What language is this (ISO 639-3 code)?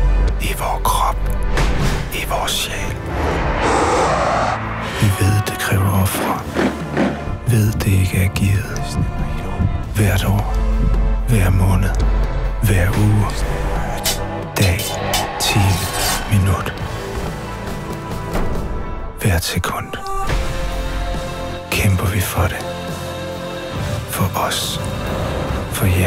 dan